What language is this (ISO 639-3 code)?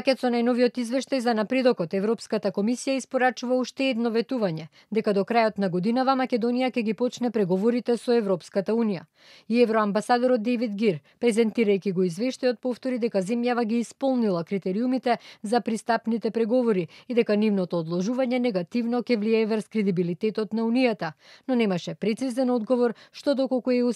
mkd